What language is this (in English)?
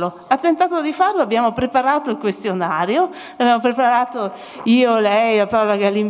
Italian